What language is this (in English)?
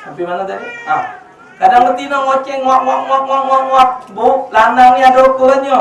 Musi